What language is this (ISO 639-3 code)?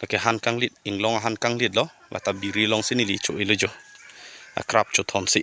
mjw